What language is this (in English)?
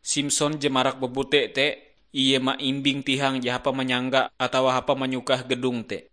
Ngaju